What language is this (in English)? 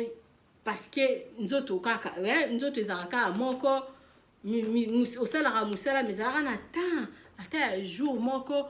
Lingala